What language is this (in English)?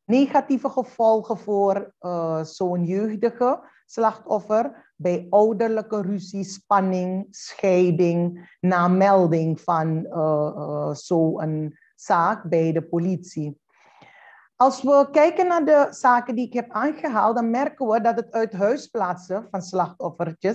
Dutch